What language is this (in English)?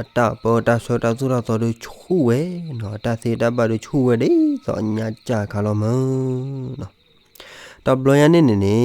S'gaw Karen